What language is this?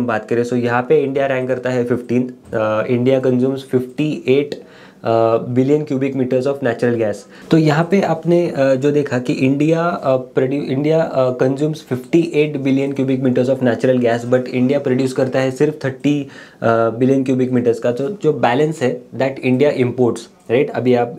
Hindi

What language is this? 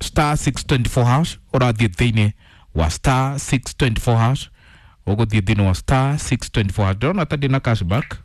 Kikuyu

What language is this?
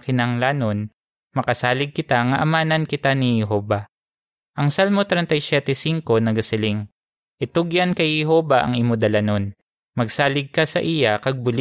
Hiligaynon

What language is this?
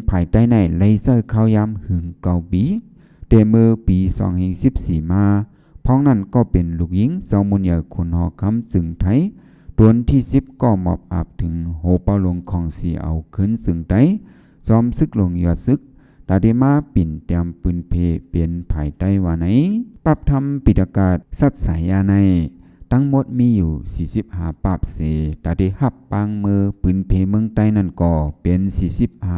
Shan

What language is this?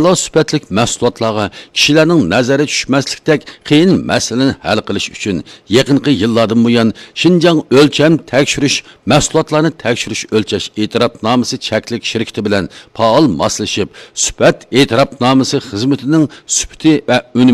Uyghur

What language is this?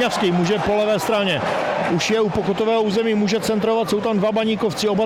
Czech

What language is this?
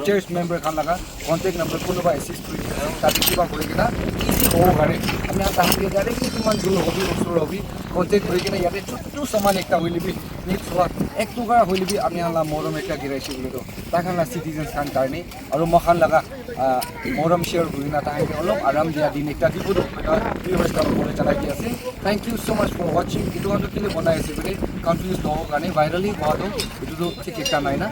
Naga Pidgin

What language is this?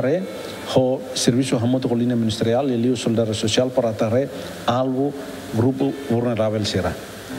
Tetum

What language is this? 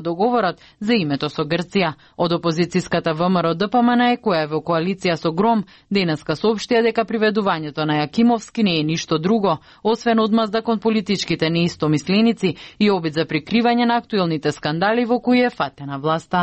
Macedonian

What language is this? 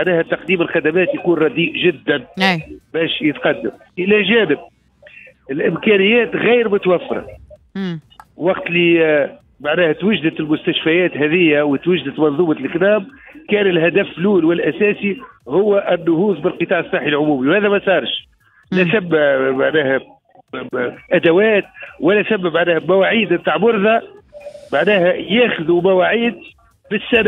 Tunisian Arabic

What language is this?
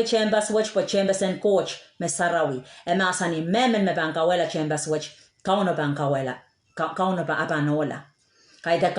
Pohnpeian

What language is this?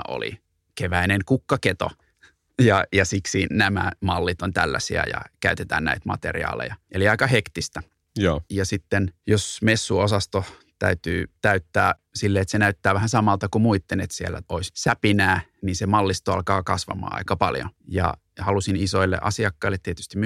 Finnish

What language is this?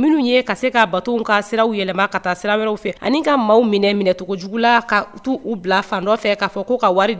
Bambara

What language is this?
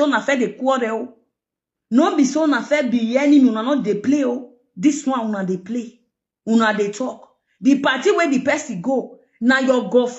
Nigerian Pidgin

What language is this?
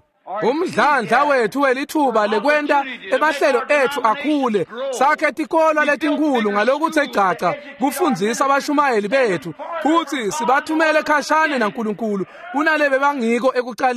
Swati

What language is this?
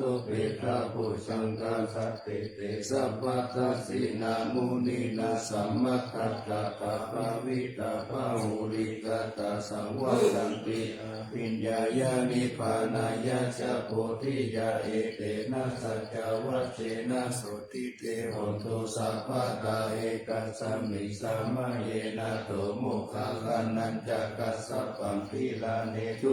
Pali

